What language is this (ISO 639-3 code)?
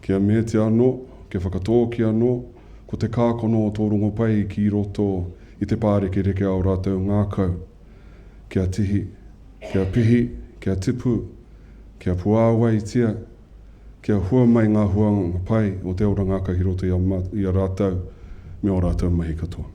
mri